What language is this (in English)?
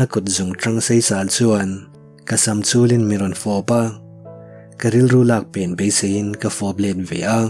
Mizo